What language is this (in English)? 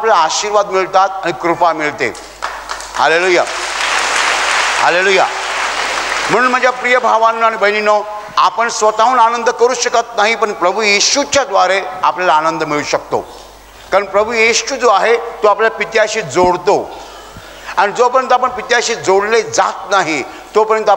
Marathi